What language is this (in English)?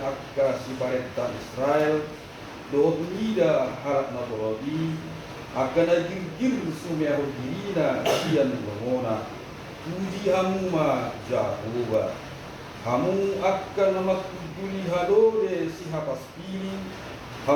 Batak Toba